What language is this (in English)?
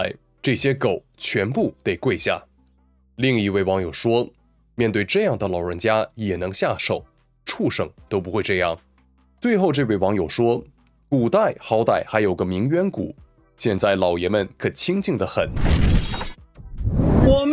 Chinese